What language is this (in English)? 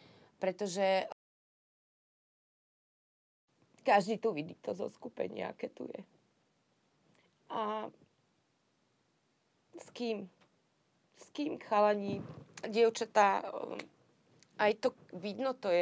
Slovak